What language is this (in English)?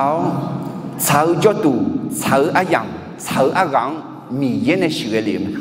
Akha